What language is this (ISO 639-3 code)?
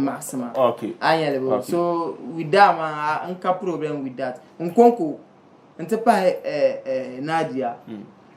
dag